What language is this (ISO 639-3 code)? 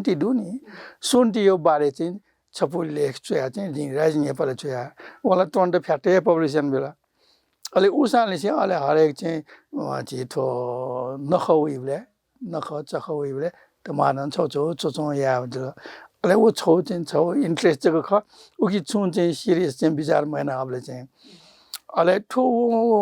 new